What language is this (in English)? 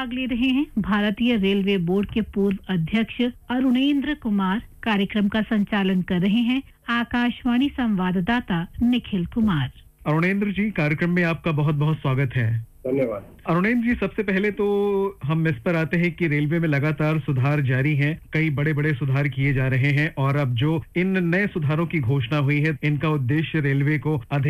Hindi